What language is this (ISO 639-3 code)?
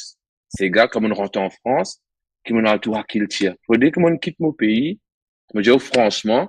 mfe